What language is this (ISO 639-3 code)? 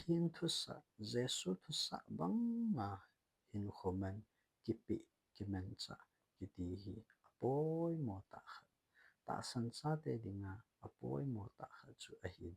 tcz